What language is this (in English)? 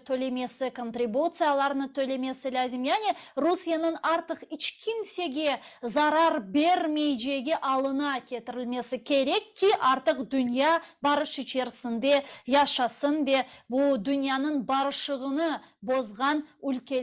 Crimean Tatar